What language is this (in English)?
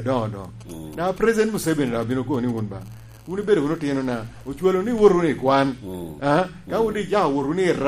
Lango (Uganda)